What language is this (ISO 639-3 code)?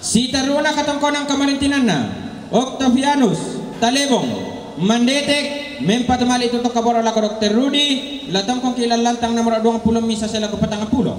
sda